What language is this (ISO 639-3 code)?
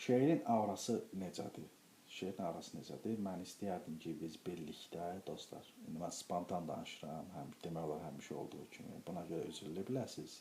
aze